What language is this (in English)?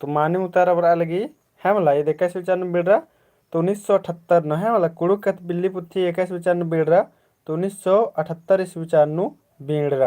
Kurukh